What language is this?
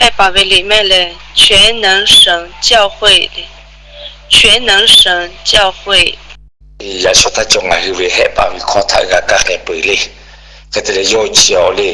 Lahu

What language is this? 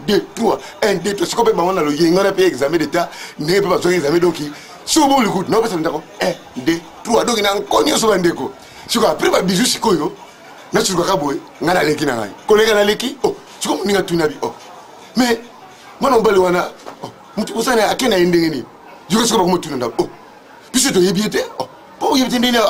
Lingala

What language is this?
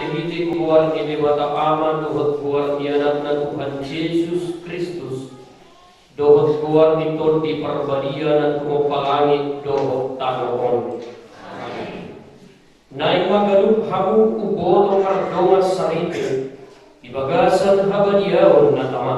Batak Toba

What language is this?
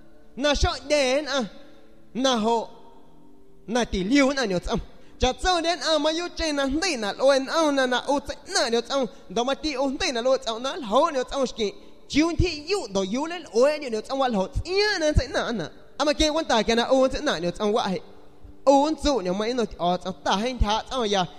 San Pedro Amuzgos Amuzgo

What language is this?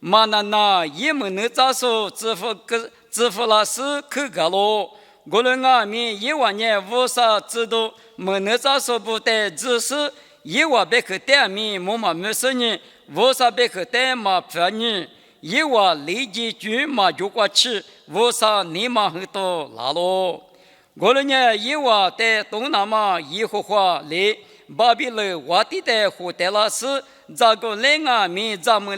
Lisu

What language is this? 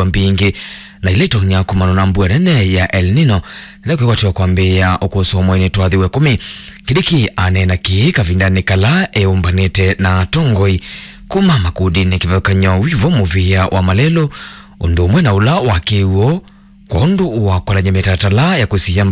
Kamba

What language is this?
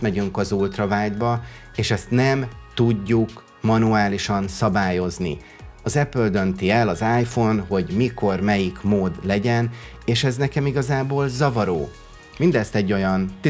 Hungarian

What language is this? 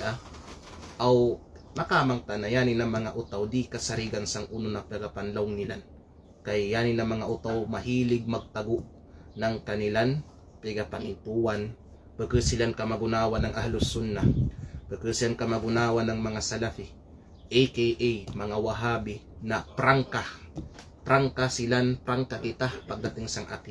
Kalagan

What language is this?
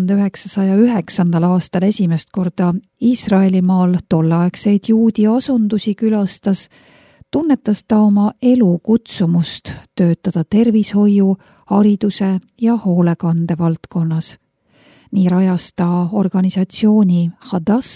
Estonian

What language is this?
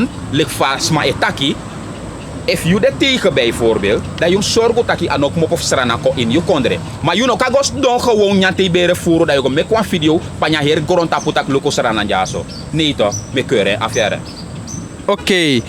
Sranan Tongo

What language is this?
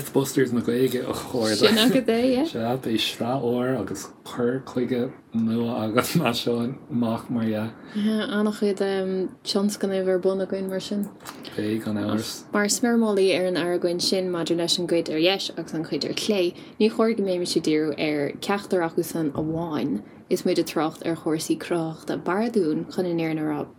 Irish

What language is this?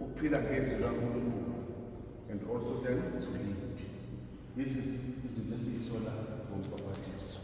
Zulu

